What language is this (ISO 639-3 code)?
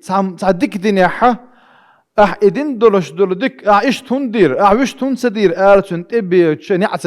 che